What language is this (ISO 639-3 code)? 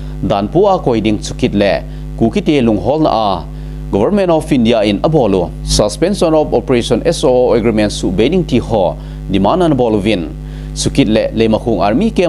tcz